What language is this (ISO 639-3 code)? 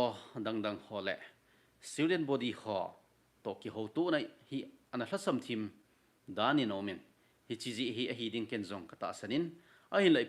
tcz